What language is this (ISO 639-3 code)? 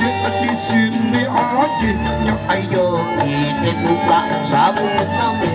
bew